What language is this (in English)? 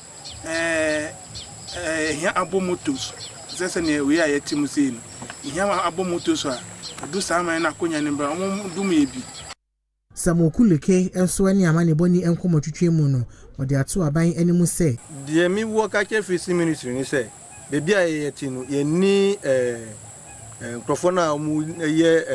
Akan